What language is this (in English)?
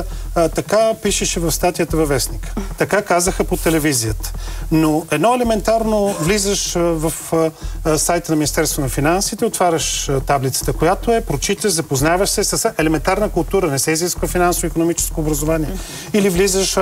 Bulgarian